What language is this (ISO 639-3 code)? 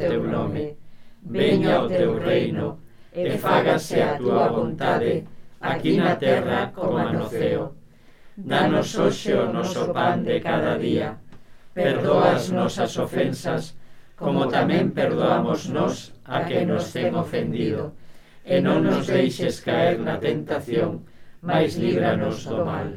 glg